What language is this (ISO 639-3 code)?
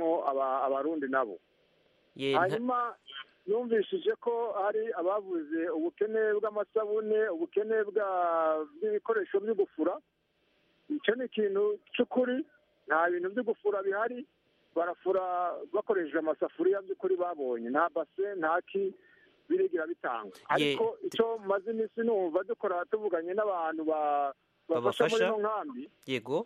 kin